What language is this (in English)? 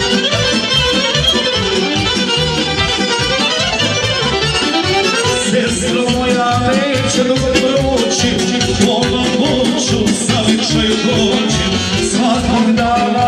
Serbian